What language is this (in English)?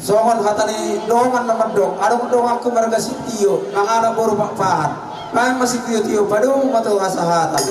Batak Toba